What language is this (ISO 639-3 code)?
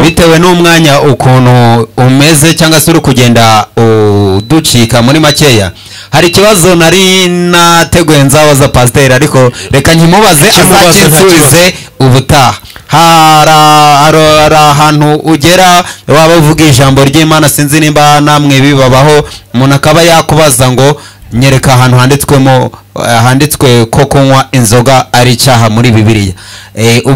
kin